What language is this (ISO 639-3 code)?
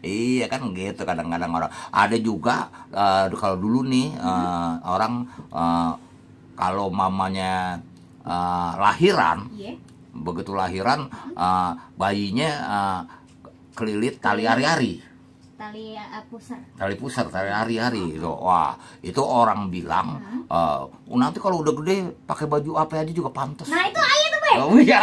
bew